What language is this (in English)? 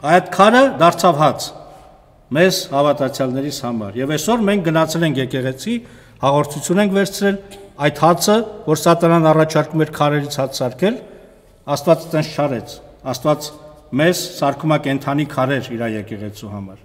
Armenian